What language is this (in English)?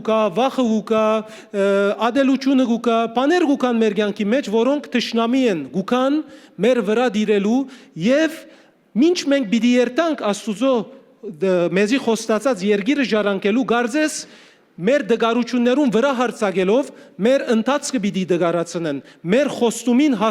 Western Armenian